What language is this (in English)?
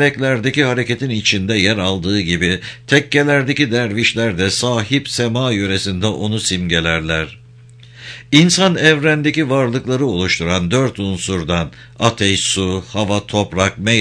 Turkish